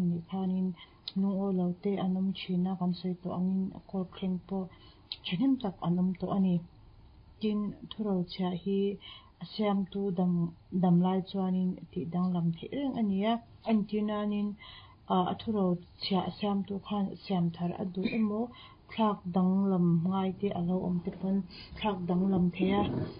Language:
Mizo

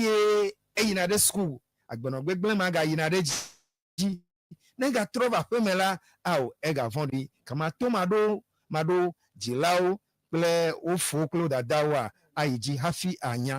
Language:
Ewe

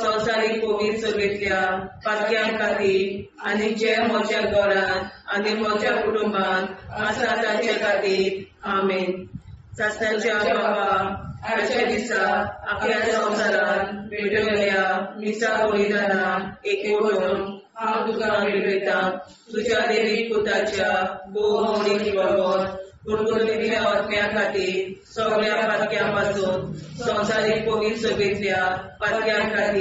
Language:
Konkani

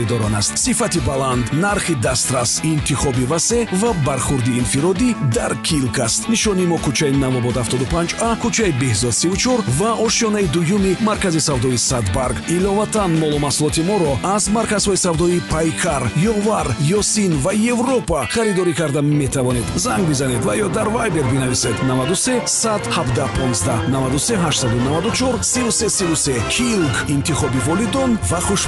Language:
Tajik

